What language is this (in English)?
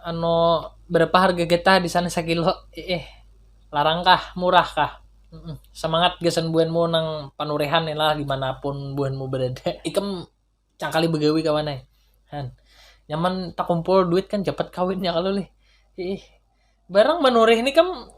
Banjar